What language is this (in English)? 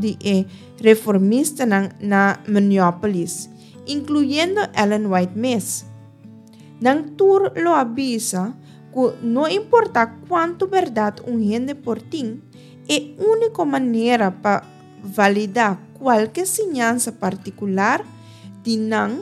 Papiamento